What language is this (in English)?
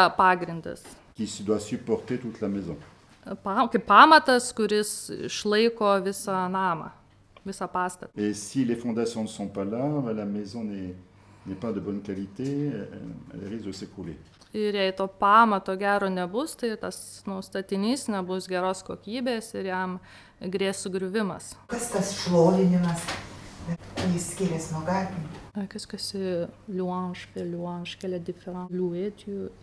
Lithuanian